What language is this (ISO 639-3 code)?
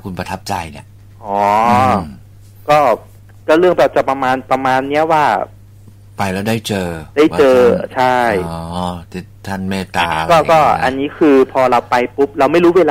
tha